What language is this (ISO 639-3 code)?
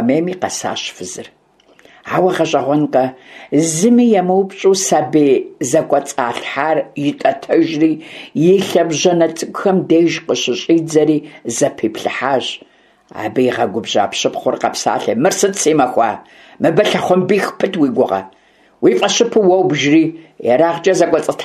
kbd